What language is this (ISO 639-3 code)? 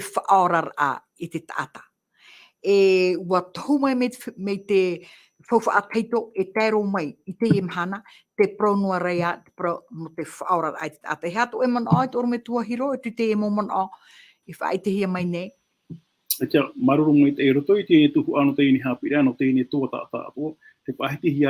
tah